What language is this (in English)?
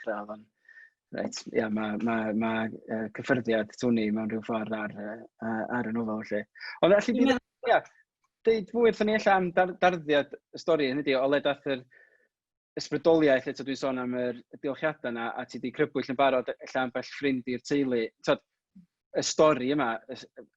Welsh